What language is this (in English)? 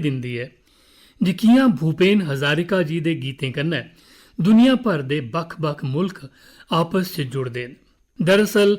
Dogri